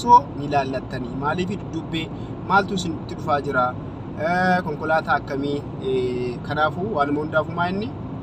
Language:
Oromo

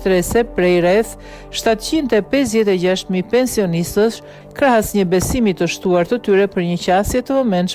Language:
Albanian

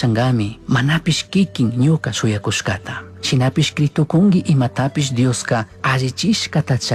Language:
Chimborazo Highland Quichua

